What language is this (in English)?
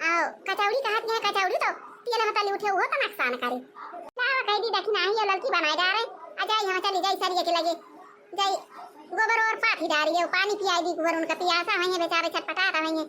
Awadhi